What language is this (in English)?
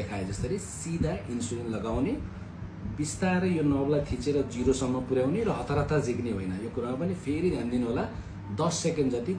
Nepali